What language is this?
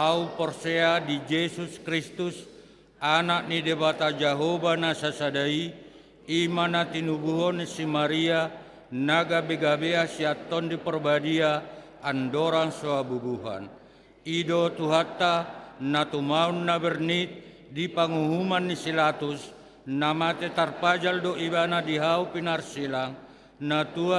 Batak Toba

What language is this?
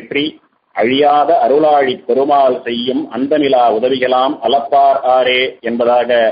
Tamil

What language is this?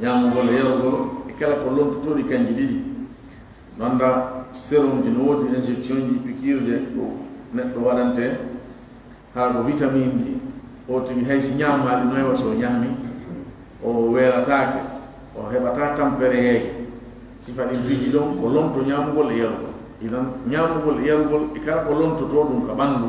Fula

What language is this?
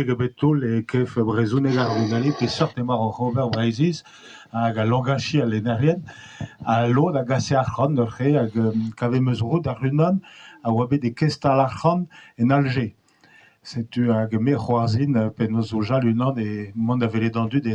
Breton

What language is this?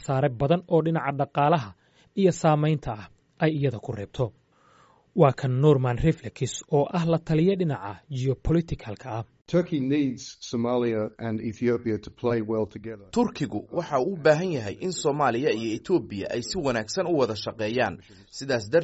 Somali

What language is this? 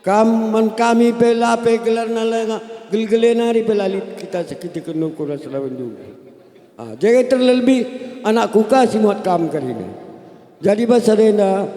Batak Karo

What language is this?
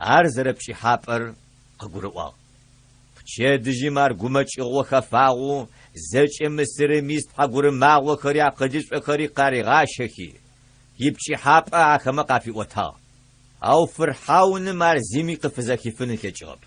Adyghe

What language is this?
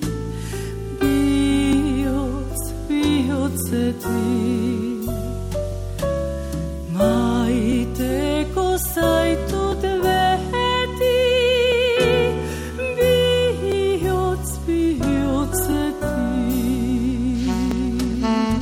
Basque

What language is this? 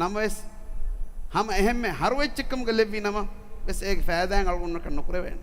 Divehi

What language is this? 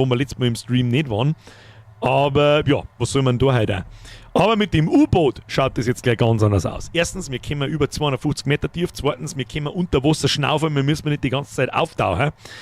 Bavarian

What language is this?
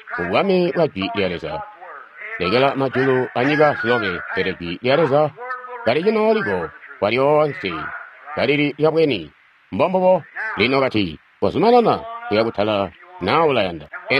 Tonga (Zambia)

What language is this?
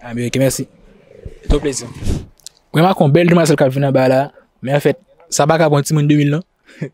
Haitian Creole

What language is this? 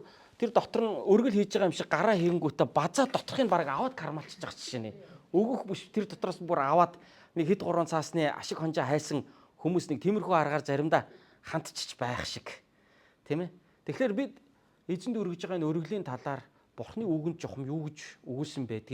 Mongolian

